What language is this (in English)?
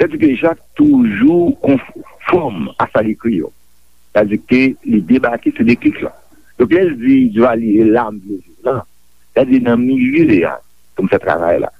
Haitian Creole